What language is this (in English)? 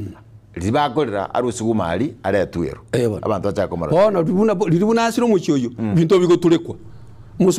Gusii